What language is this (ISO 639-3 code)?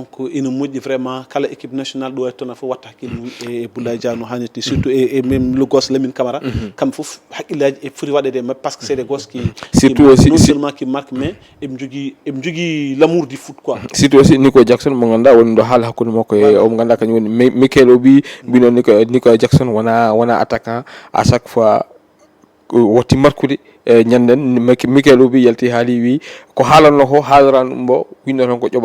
ful